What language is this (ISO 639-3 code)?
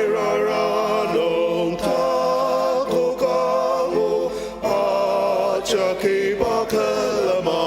njo